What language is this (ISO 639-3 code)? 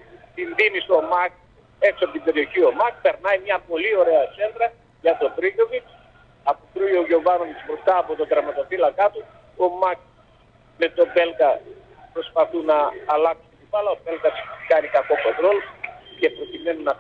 ell